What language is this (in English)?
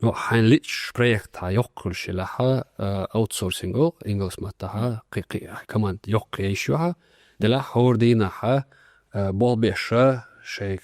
Chechen